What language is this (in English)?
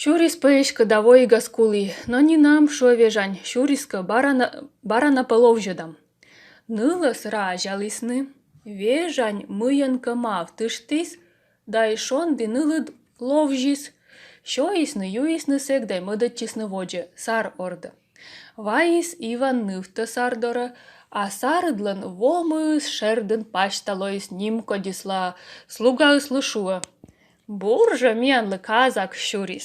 Komi